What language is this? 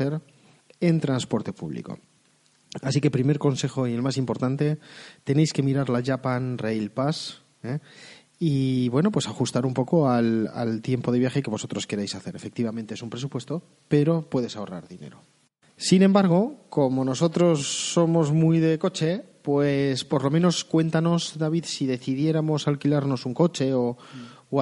Spanish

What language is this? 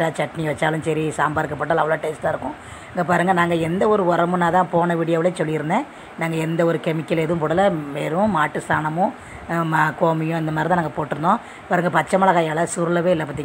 Tamil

